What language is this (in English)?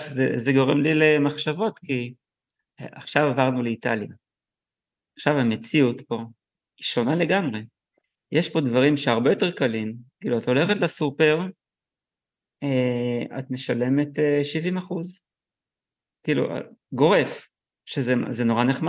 Hebrew